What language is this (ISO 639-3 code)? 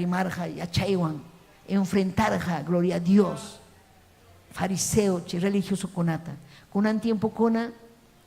quy